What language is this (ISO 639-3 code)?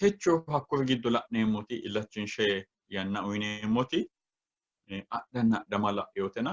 sid